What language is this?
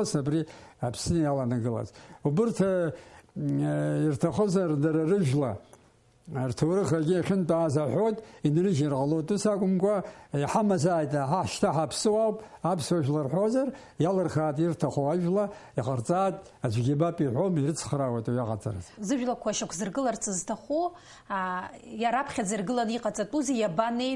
Abkhazian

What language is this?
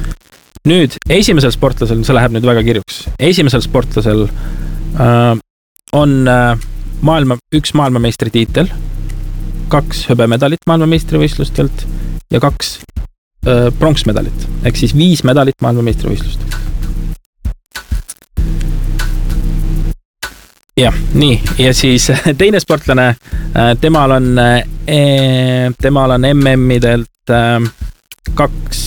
Estonian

